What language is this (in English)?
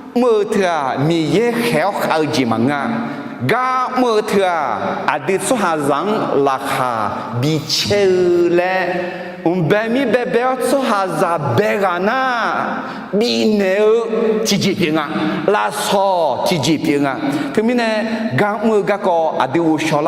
Akha